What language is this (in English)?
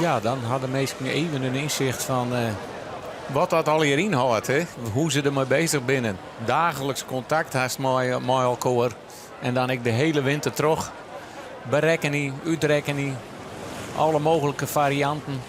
Western Frisian